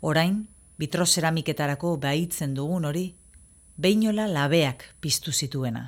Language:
Basque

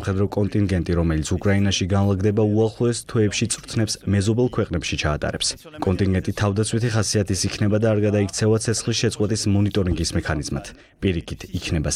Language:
Georgian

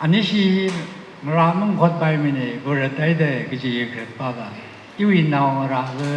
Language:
Tangkhul Naga (India)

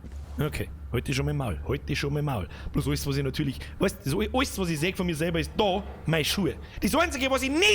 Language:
Bavarian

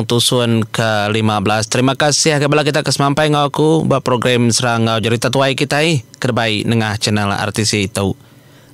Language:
Iban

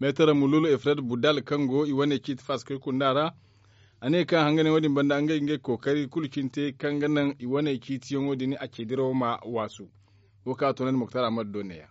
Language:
Zarma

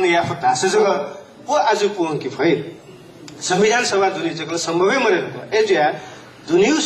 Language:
Newari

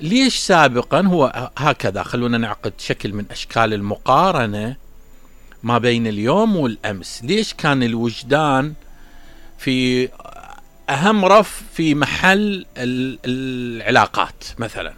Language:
Mesopotamian Arabic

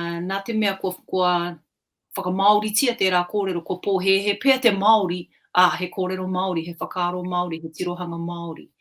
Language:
Māori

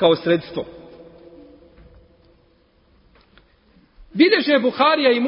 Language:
Bosnian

